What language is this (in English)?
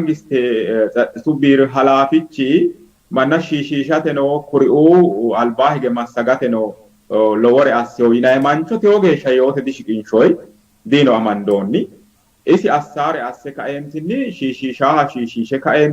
Sidamo